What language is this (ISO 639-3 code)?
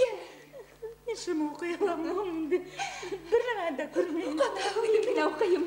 bak